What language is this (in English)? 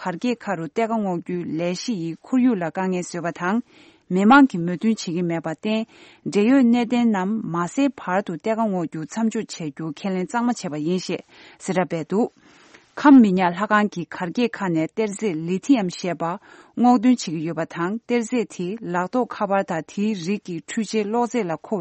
Tibetan